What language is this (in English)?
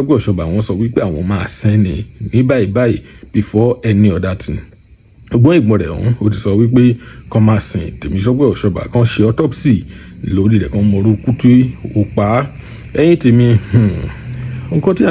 Yoruba